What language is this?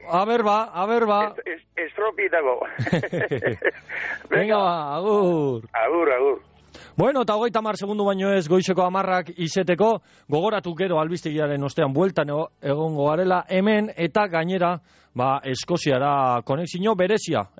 Basque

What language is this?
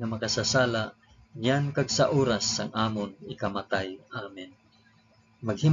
Hiligaynon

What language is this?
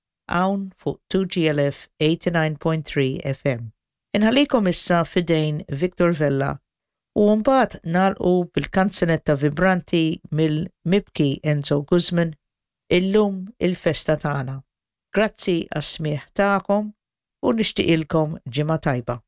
Maltese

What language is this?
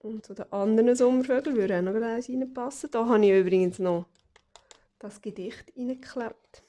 Swiss German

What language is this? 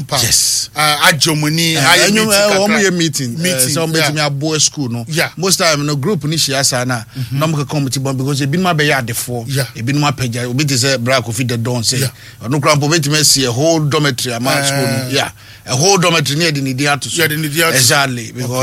Akan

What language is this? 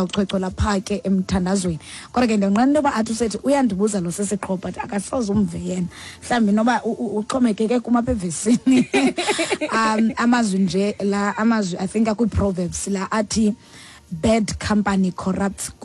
Xhosa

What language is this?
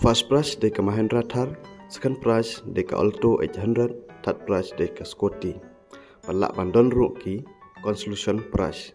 Khasi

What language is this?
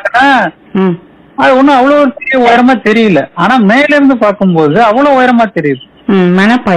Tamil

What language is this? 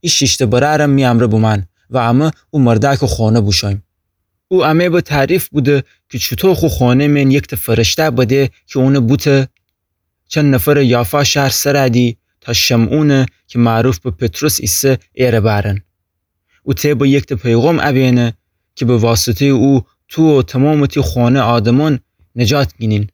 Gilaki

